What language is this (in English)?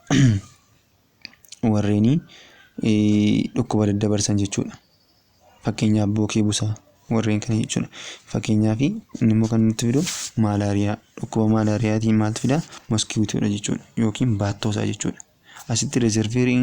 Oromo